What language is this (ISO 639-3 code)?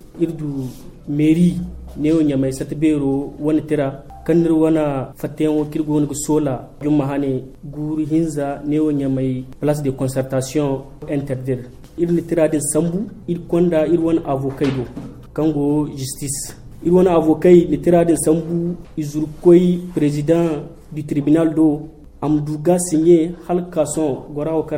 dje